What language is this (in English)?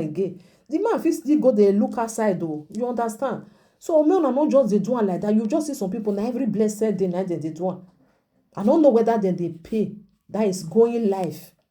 Nigerian Pidgin